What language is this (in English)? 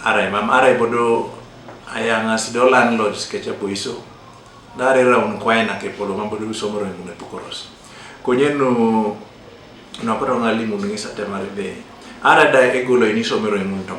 Teso